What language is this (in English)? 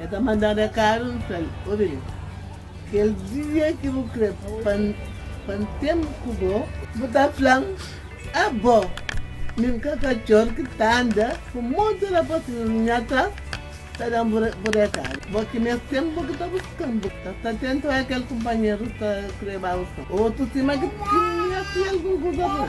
Kabuverdianu